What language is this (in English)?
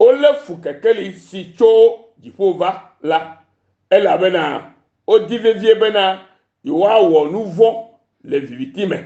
Ewe